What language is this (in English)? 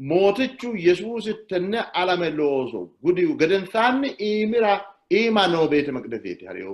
Sidamo